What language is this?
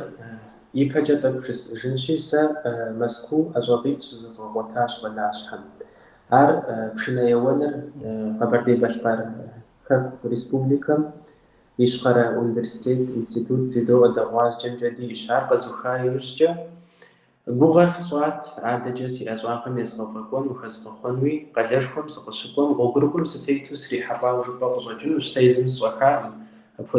Kabardian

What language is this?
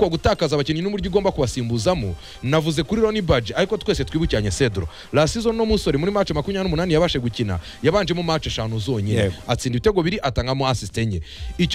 Kinyarwanda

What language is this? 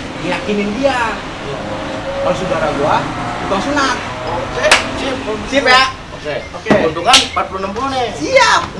Betawi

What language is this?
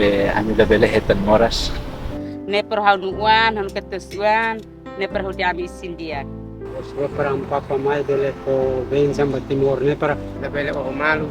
Tetum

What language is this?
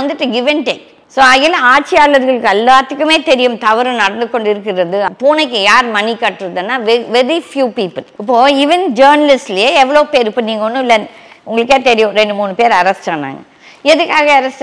Tamil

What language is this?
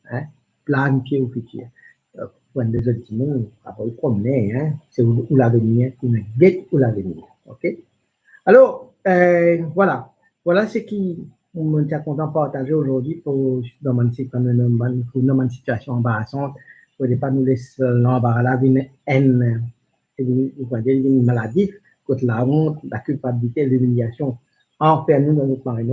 Morisyen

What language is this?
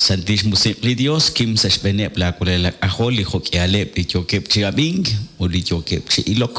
Kekchí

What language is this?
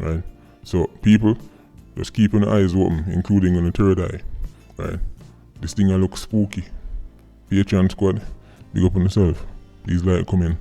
Jamaican Creole English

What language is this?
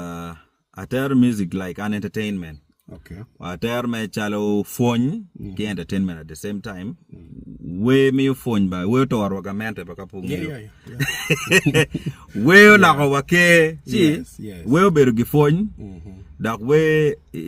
Acoli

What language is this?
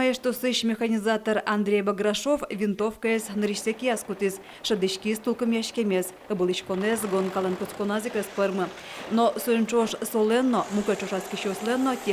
Udmurt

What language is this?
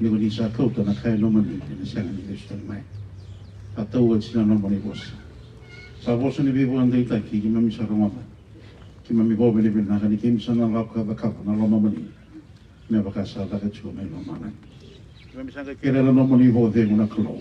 Fijian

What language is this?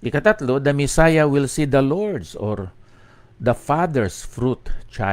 Hiligaynon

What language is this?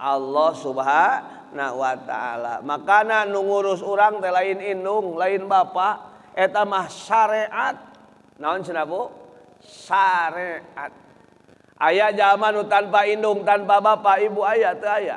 Sundanese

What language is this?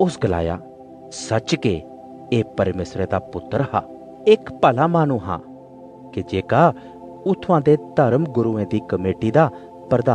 Dogri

